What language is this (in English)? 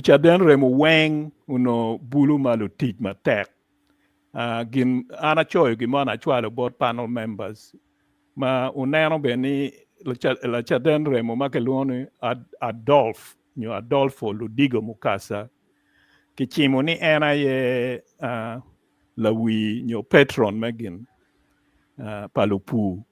Acoli